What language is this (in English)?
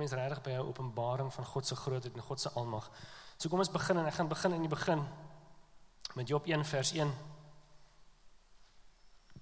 Afrikaans